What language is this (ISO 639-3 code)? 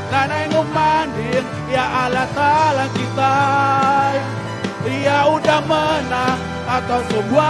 iba